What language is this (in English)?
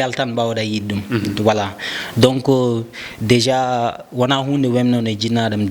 Fula